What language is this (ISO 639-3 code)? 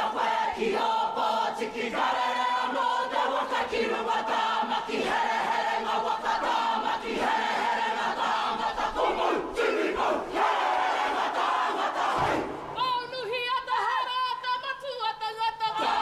mri